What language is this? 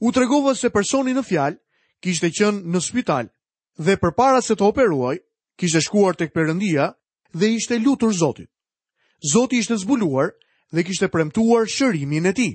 Albanian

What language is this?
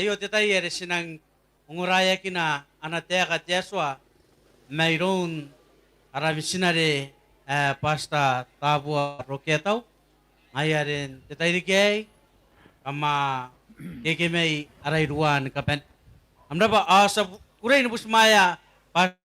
Gilbertese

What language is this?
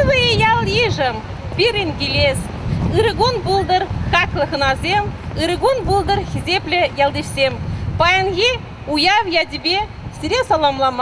Chuvash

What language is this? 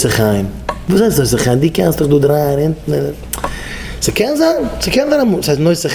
Yiddish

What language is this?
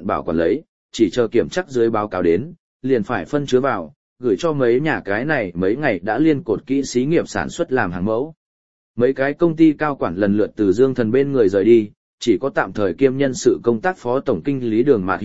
Vietnamese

